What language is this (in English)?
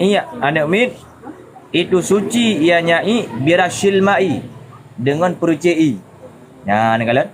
Achinese